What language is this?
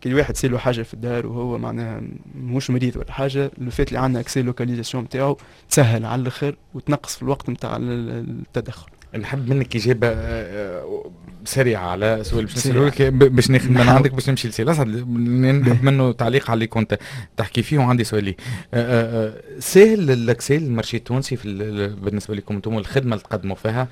Tunisian Arabic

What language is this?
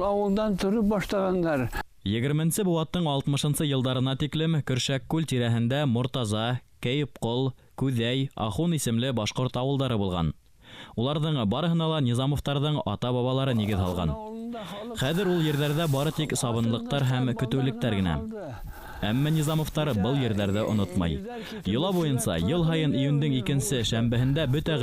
Bashkir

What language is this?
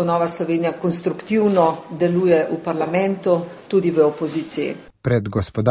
Slovenian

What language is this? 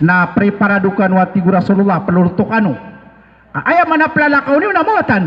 Maranao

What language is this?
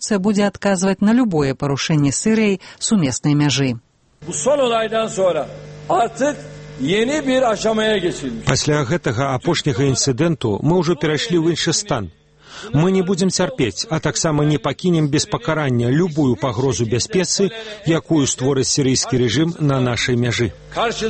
Belarusian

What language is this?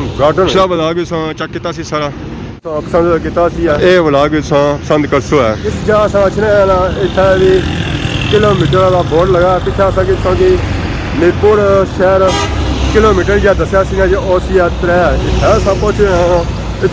Pahari-Potwari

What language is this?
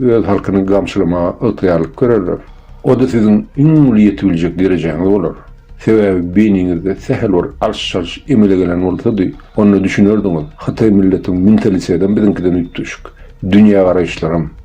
Turkmen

